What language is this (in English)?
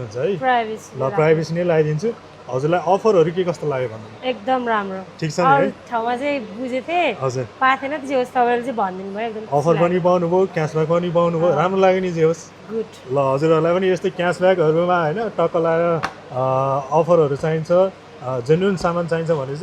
Nepali